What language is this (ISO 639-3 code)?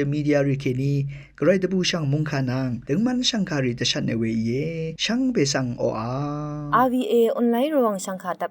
raw